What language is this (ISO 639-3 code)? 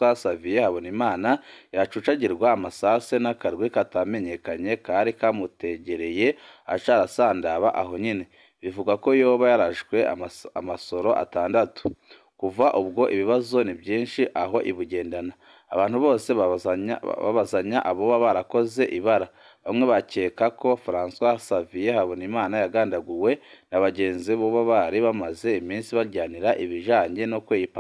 run